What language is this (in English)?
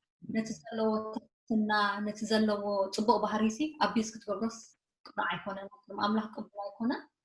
Tigrinya